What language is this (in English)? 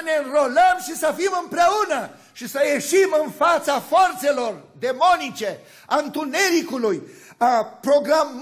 Romanian